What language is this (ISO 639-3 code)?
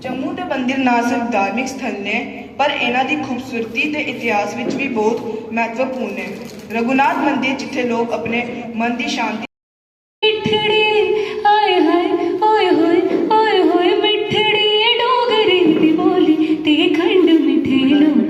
doi